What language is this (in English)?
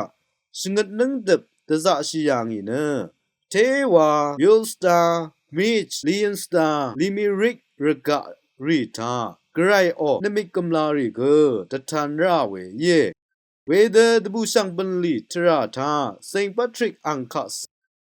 Rawang